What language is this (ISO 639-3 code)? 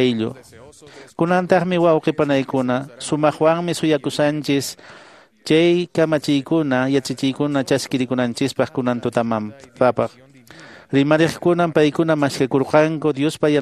que